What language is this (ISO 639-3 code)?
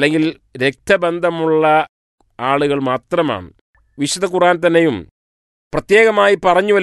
mal